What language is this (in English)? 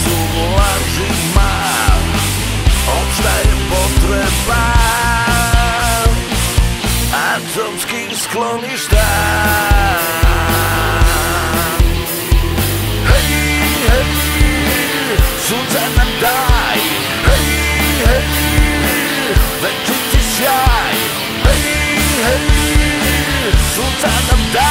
Serbian